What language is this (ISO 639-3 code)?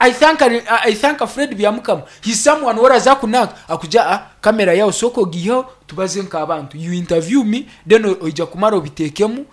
nyn